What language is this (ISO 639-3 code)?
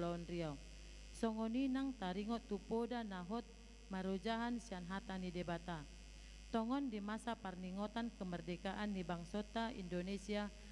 bbc